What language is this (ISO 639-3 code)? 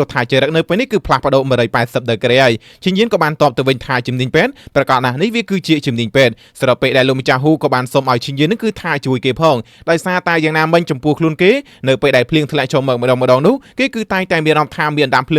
khm